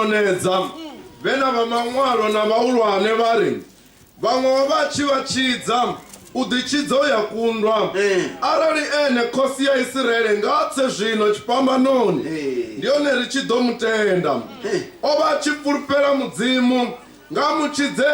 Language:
Venda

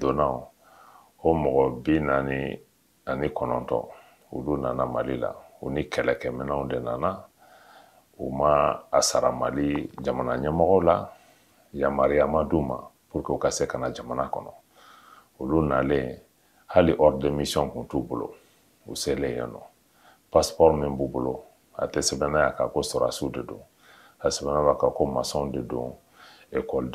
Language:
Bambara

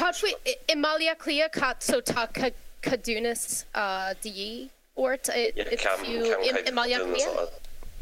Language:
Irish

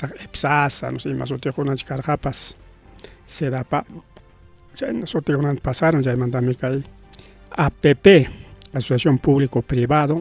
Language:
Ayacucho Quechua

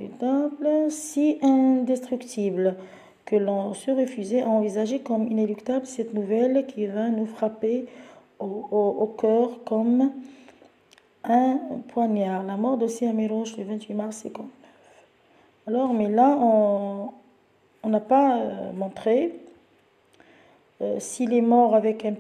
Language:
French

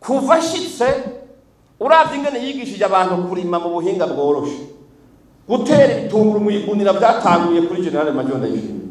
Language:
Rundi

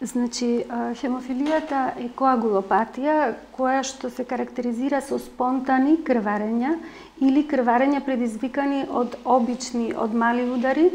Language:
Macedonian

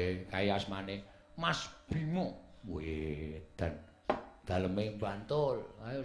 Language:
Javanese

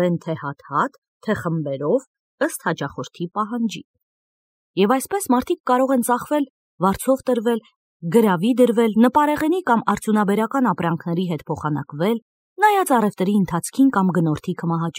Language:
Armenian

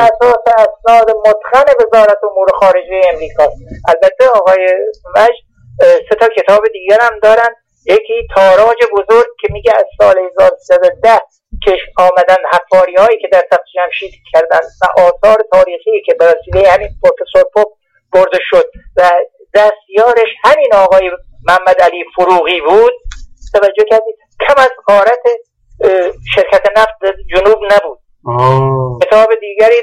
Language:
Persian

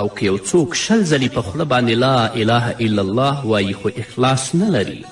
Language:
Pashto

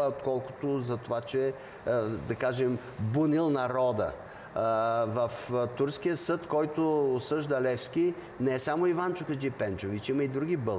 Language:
Bulgarian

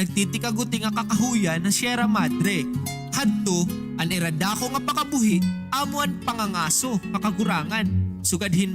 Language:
Waray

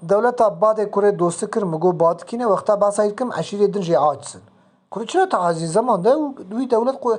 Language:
Kurdish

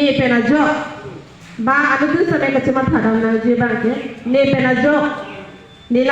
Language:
Karbi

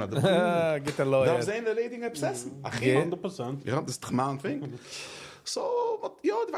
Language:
Yiddish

